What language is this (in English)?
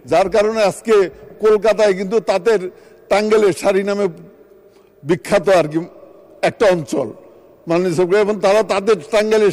Bangla